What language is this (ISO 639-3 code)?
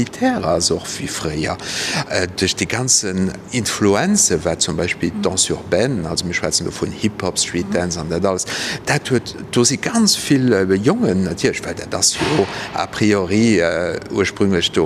ltz